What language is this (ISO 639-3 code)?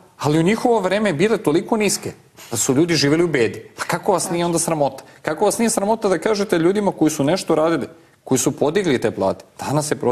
srp